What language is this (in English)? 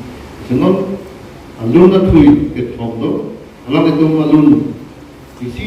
Karbi